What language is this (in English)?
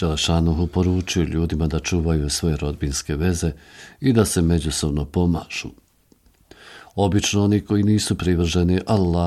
Bosnian